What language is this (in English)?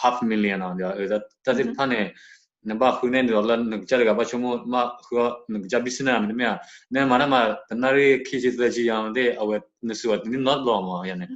S'gaw Karen